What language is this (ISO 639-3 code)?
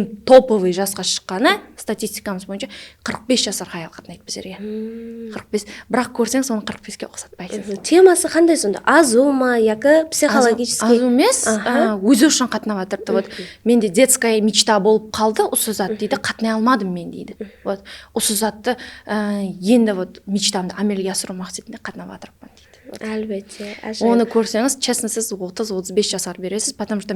kaa